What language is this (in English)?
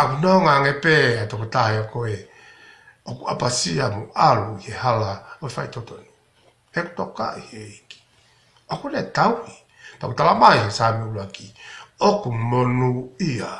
Tongan